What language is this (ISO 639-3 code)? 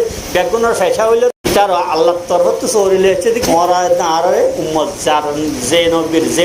rhg